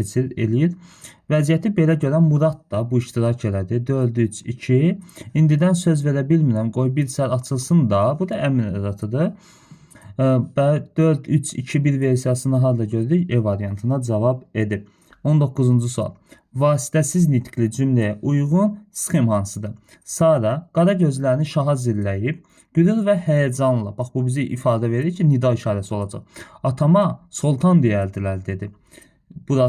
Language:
Azerbaijani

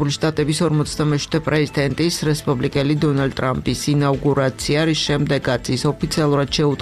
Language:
Georgian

